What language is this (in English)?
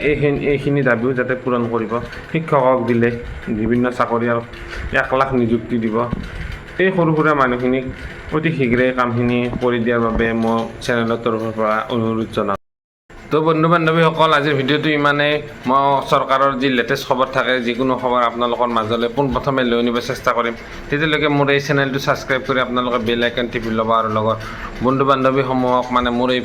Assamese